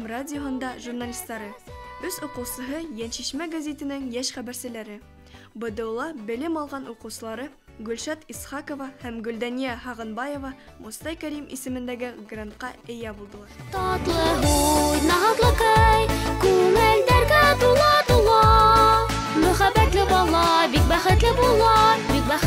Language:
Bashkir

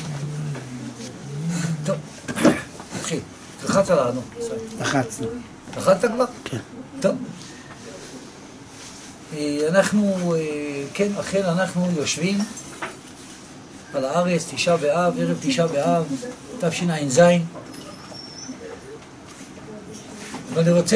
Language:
Hebrew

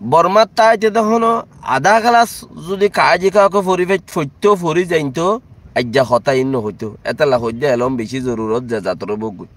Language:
Rohingya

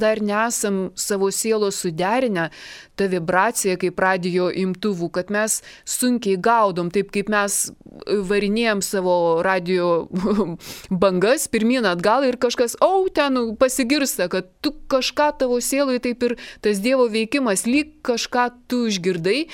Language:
Lithuanian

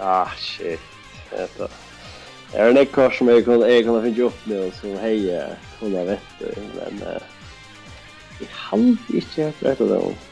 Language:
Faroese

